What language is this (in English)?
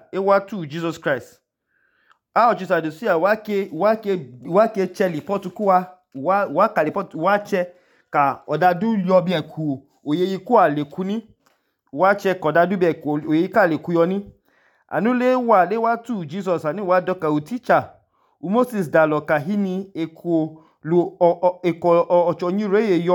Idoma